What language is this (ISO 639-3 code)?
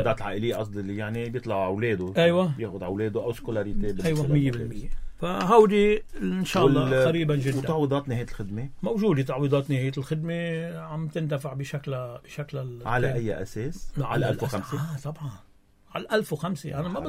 apc